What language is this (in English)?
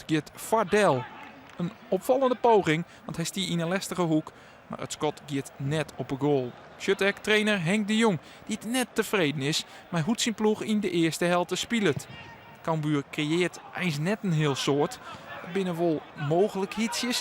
Western Frisian